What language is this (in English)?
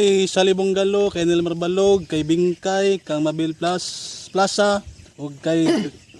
Cebuano